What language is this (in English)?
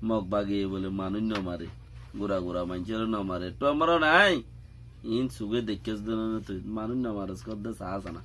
Rohingya